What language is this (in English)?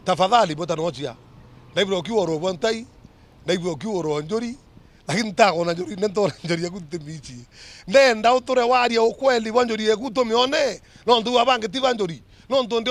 Meru